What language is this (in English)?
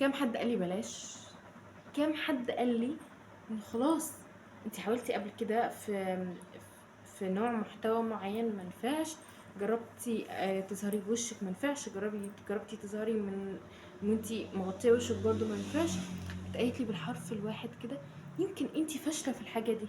Egyptian Arabic